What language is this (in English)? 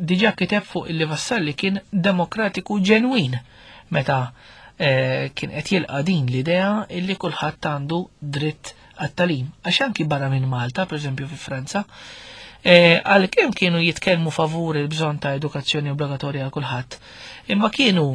Maltese